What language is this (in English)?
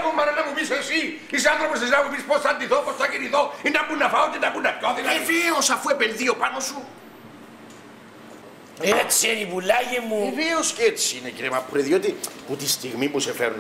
Greek